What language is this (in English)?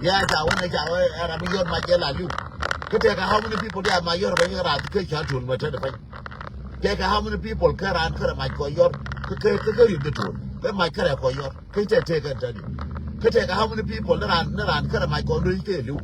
Nuer